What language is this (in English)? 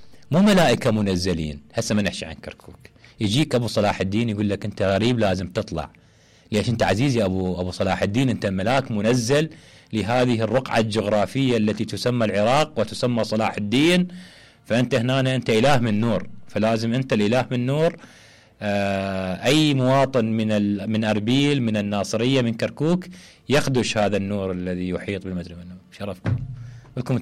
Mesopotamian Arabic